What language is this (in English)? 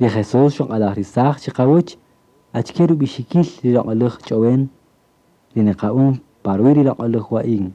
Kaqchikel